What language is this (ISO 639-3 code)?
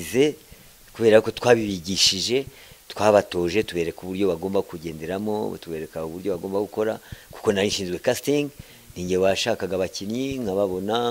kin